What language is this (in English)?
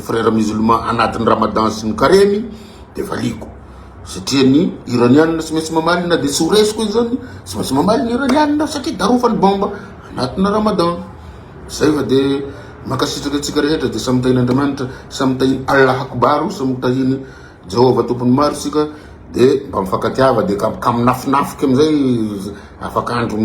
Malagasy